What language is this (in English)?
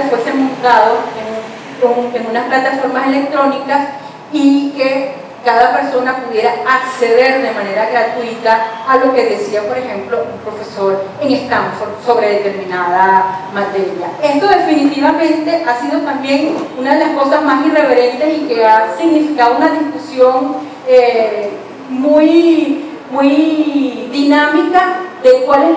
Spanish